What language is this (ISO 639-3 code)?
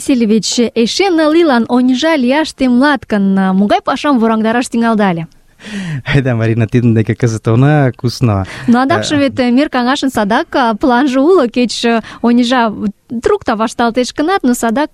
chm